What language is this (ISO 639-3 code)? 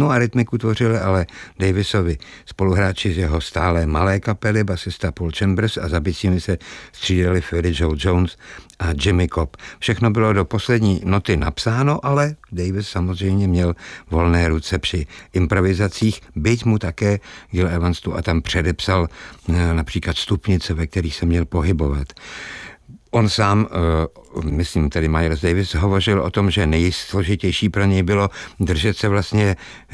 ces